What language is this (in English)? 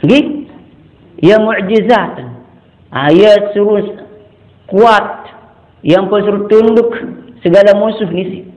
Sasak